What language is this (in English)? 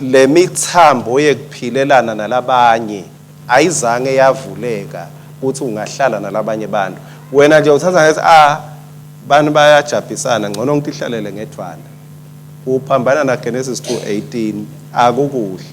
Swati